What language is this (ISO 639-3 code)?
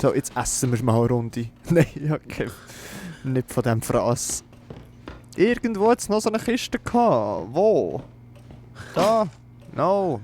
gsw